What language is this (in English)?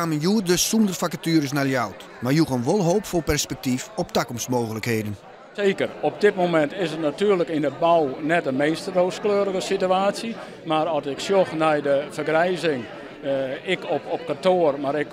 Western Frisian